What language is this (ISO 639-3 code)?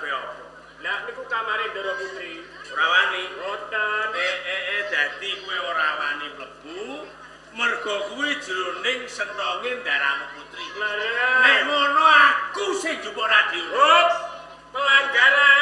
jav